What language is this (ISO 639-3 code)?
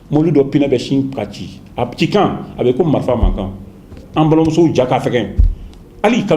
bam